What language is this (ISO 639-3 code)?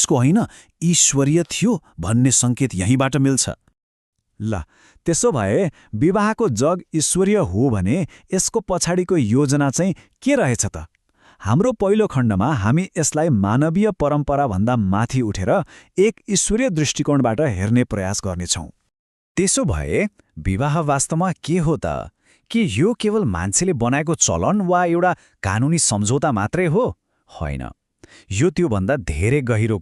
nep